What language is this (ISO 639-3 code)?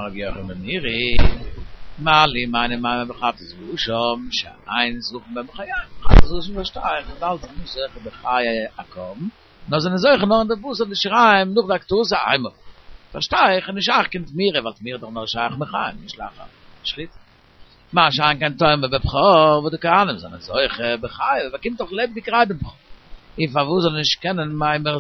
yid